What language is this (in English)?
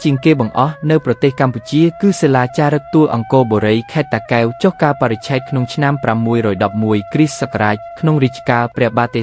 Khmer